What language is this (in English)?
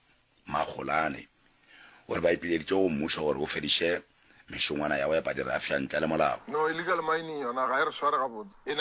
Northern Sotho